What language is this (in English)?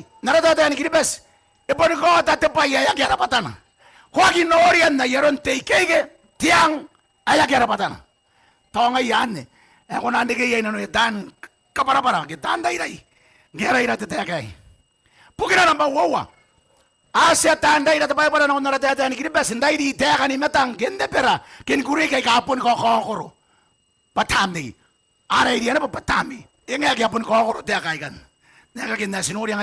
Gilbertese